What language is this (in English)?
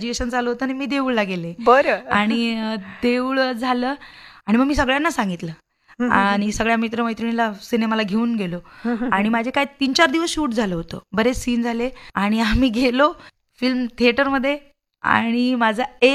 Marathi